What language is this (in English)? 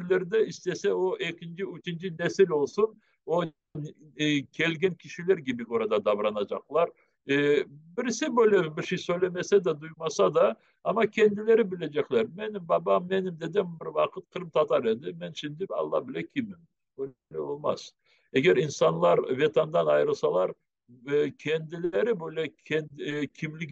Crimean Tatar